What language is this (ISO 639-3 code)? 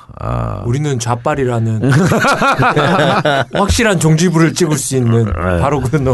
kor